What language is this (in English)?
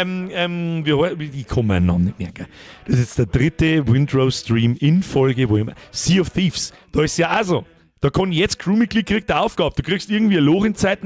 Bavarian